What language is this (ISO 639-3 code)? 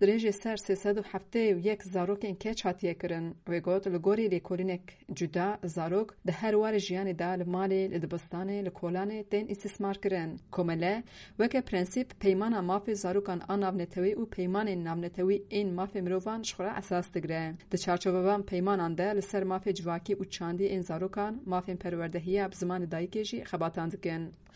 kur